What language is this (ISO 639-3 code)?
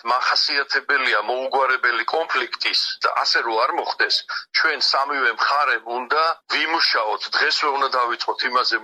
kat